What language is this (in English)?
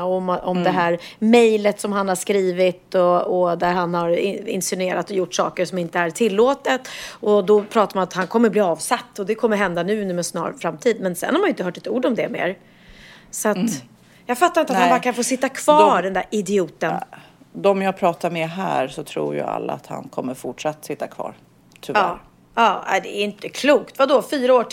Swedish